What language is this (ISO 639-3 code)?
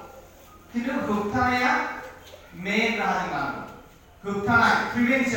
brx